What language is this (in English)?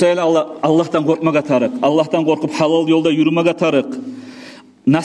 Kumyk